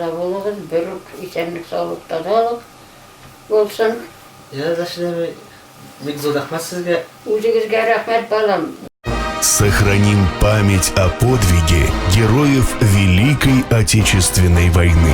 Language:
Bashkir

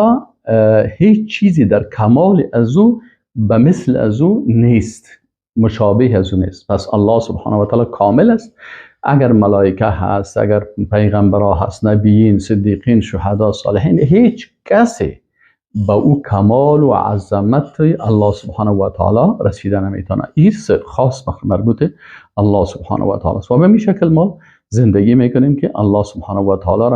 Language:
Persian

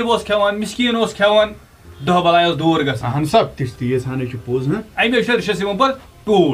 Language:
Kashmiri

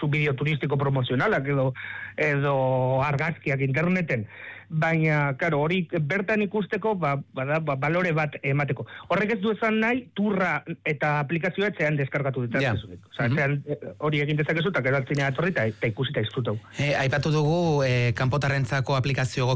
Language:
Basque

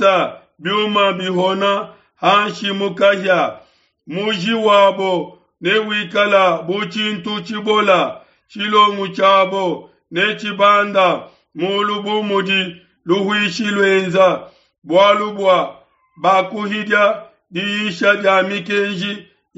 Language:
Luba-Lulua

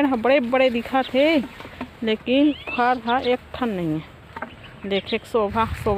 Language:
Chhattisgarhi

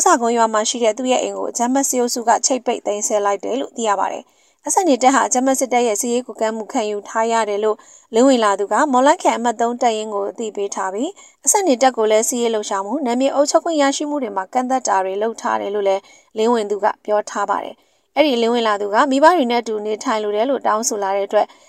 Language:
Burmese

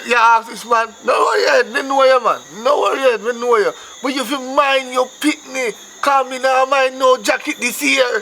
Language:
Jamaican Creole English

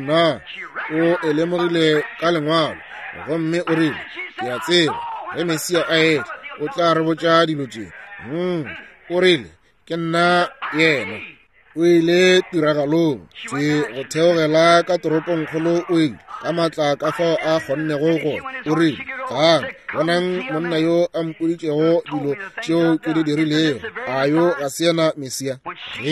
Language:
Northern Sotho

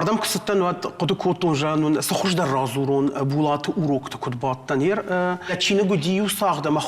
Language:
Ossetic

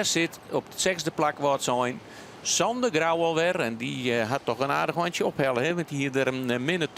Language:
Western Frisian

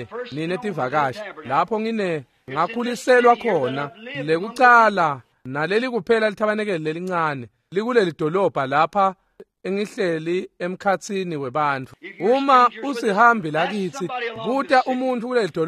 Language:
Swati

